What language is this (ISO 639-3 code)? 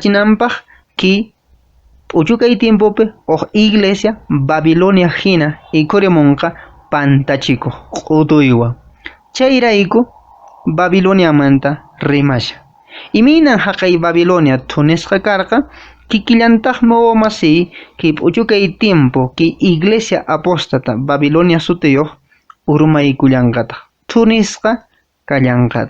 que